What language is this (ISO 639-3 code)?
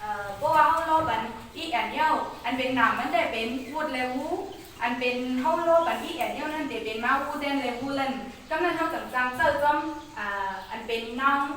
shn